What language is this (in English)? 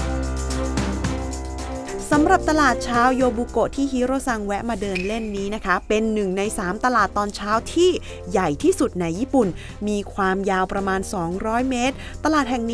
Thai